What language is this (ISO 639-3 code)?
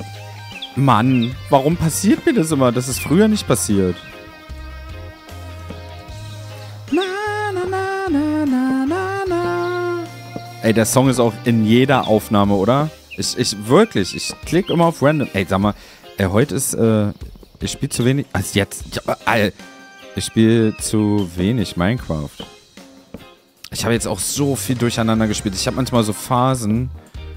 deu